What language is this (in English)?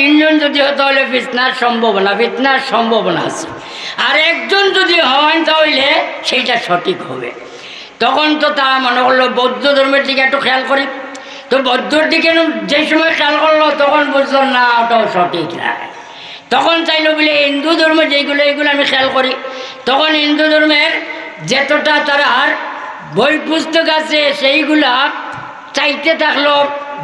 Sylheti